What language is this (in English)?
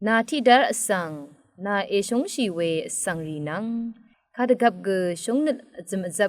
Rawang